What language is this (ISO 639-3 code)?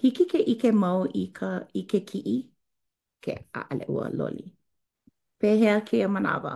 haw